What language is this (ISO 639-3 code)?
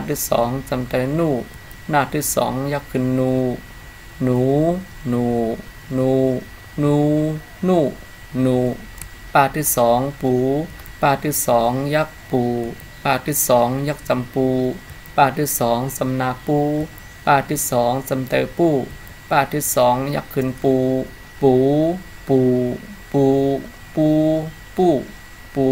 shn